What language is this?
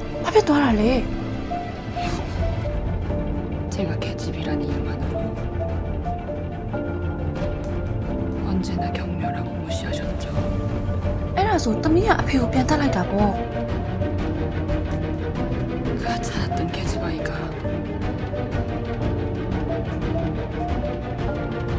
Burmese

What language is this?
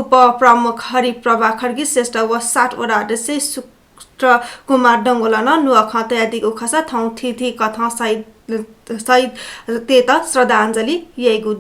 Newari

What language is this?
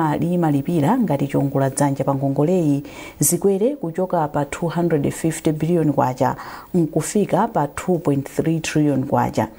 Nyanja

